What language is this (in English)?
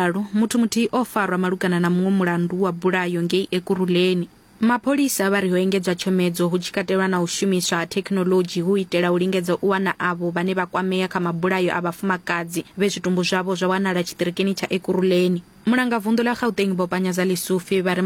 Venda